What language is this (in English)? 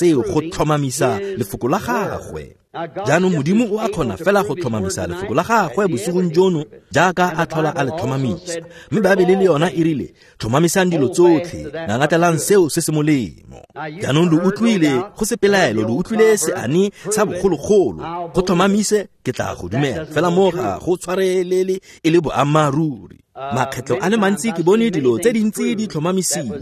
Tswana